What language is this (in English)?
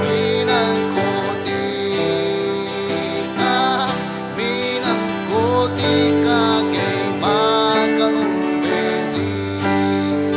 Falam Chin